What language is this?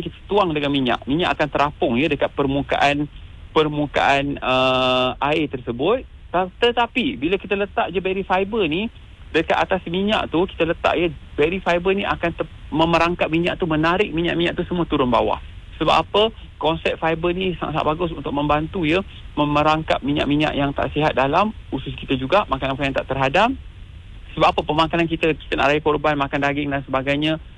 Malay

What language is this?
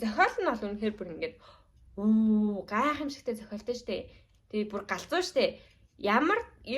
Mongolian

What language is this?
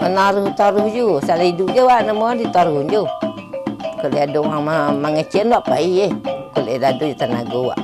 Minangkabau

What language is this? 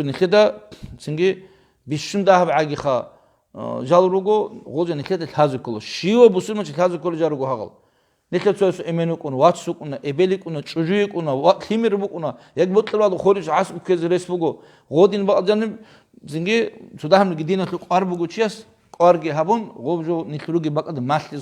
Avaric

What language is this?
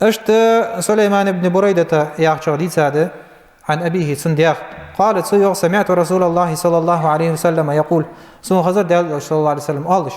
Ingush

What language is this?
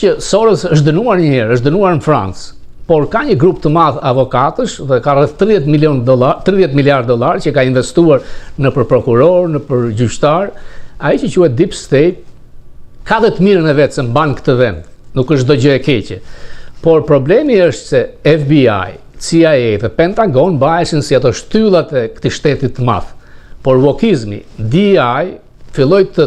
Albanian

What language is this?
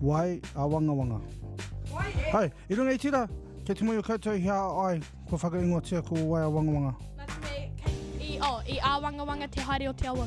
Māori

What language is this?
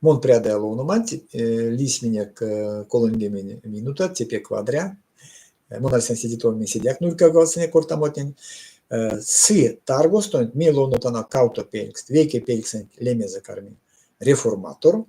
Erzya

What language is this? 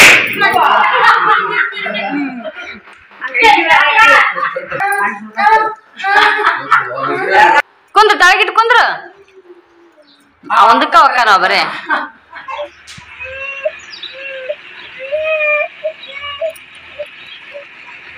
Kannada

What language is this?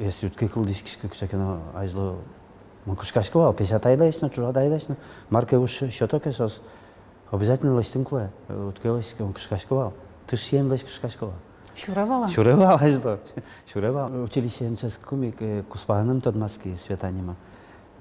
Udmurt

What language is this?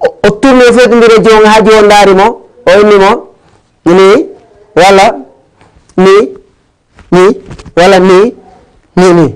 Fula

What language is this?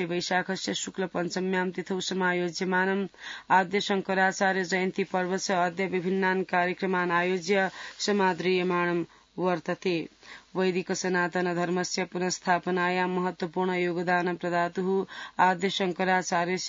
Sanskrit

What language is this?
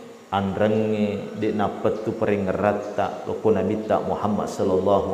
Buginese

